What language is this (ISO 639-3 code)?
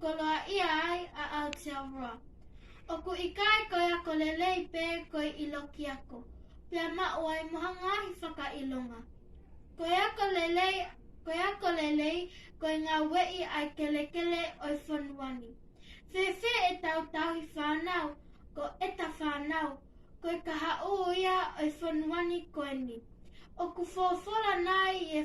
ton